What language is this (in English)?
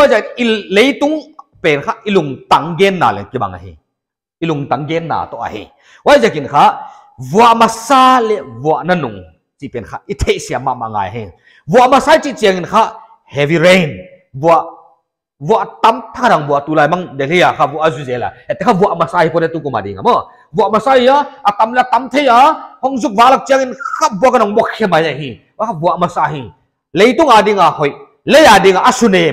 Paite Chin